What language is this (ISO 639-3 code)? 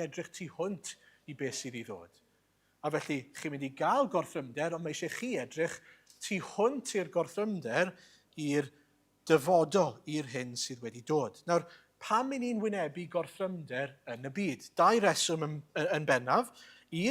cym